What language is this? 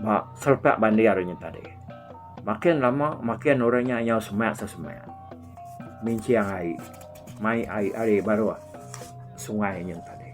Iban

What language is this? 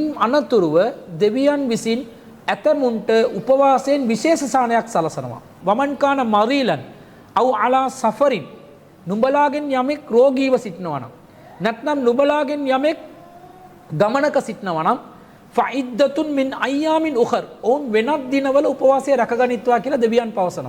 Sinhala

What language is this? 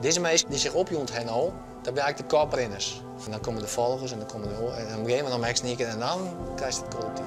Western Frisian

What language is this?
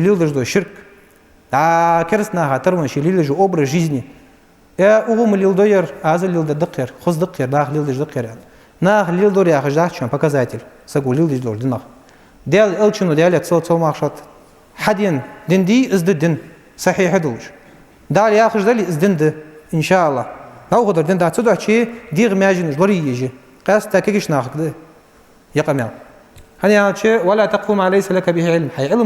Ingush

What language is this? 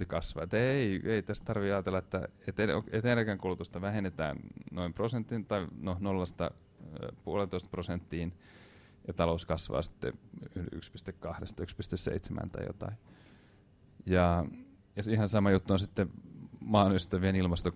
Finnish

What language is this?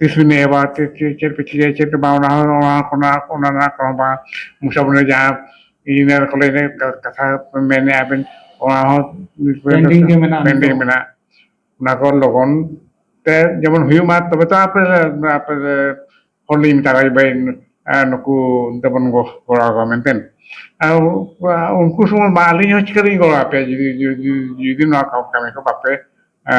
Santali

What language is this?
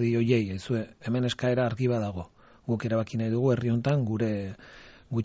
Basque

